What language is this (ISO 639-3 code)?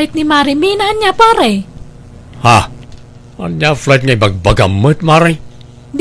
ilo